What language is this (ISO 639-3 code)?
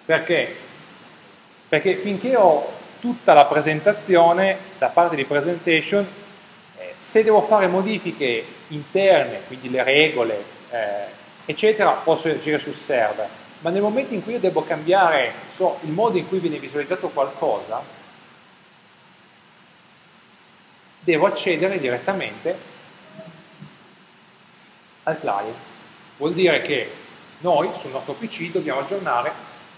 ita